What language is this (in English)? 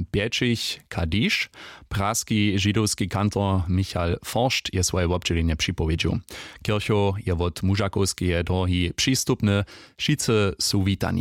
Upper Sorbian